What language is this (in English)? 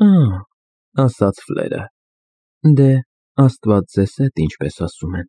Armenian